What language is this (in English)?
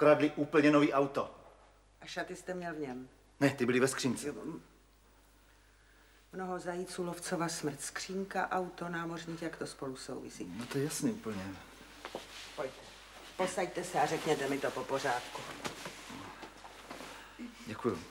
Czech